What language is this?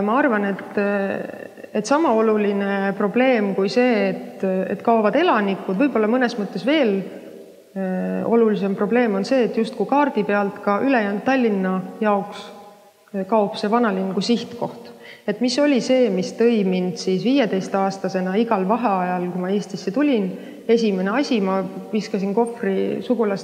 Estonian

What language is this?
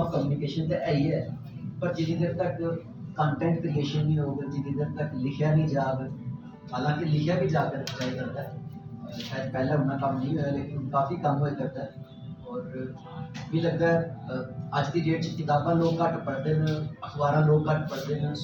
Dogri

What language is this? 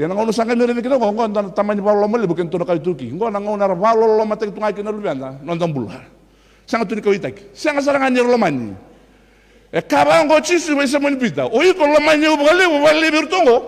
Fijian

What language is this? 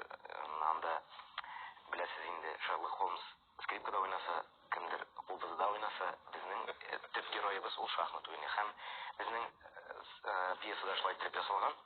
Tatar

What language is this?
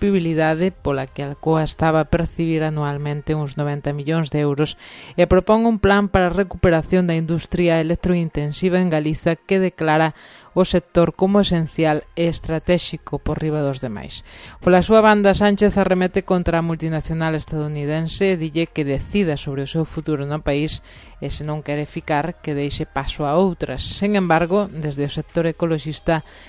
Galician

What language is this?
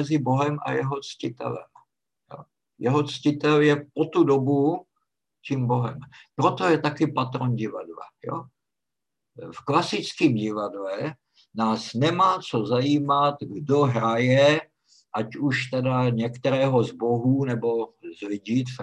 Czech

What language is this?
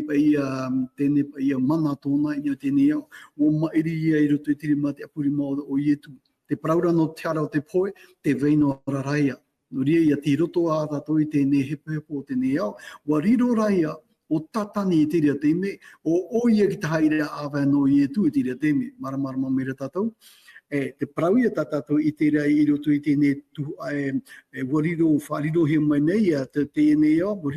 Tahitian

